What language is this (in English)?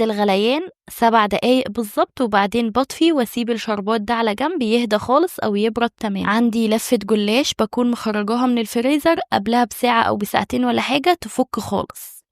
Egyptian Arabic